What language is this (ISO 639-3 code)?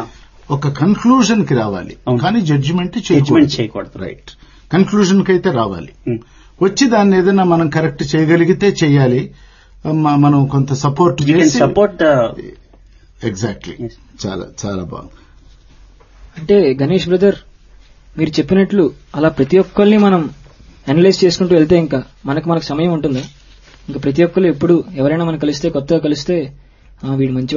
tel